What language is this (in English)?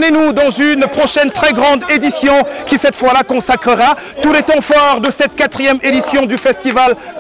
French